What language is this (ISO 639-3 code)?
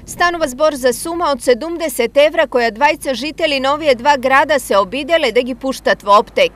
mkd